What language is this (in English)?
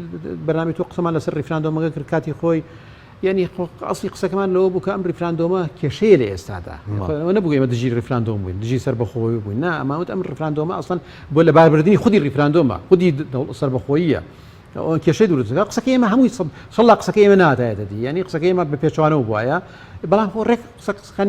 Central Kurdish